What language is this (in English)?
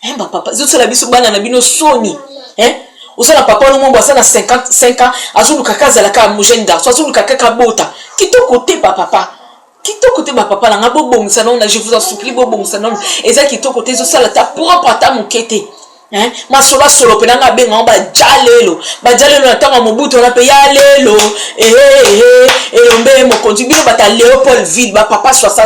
Lingala